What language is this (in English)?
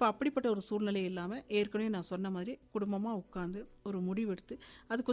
Tamil